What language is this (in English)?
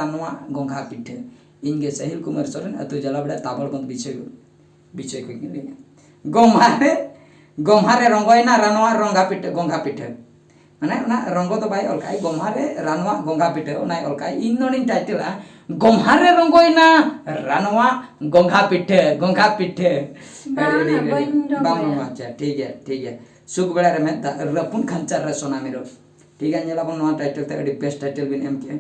Santali